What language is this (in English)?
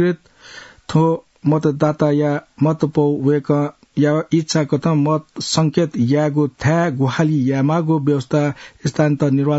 Newari